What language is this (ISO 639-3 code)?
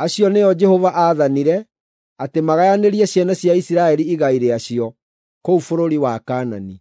kik